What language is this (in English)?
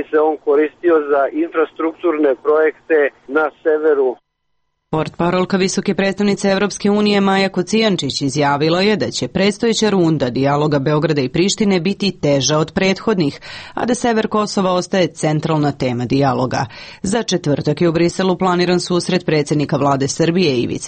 Serbian